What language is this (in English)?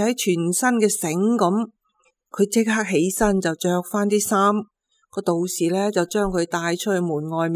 Cantonese